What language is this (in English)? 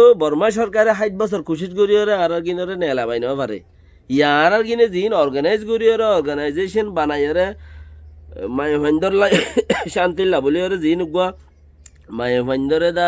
Rohingya